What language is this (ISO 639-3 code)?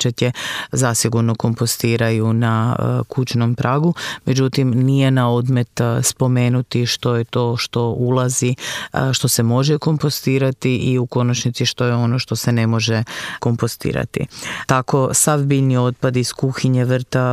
hrv